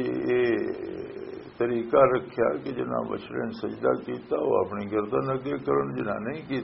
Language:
Western Panjabi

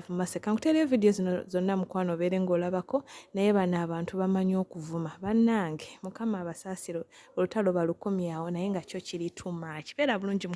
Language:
Ganda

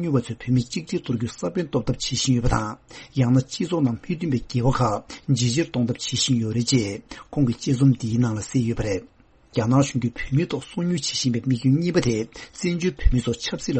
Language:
Tibetan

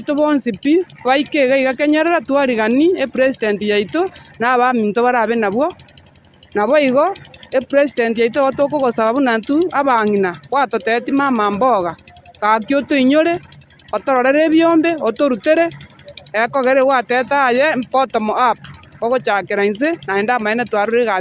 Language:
Gusii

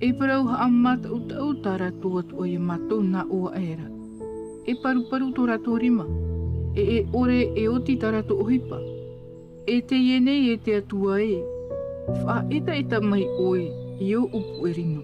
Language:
Tahitian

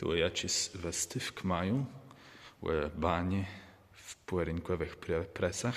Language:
Kashubian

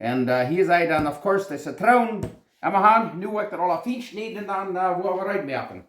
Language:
Plautdietsch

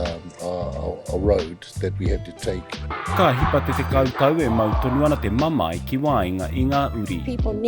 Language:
Māori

